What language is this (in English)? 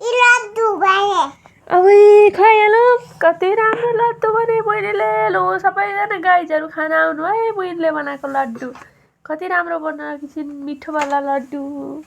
Nepali